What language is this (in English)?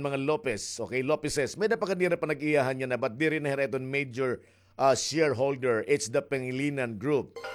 Waray